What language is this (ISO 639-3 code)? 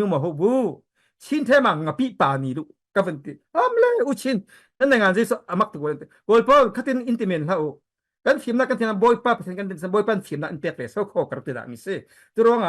cfm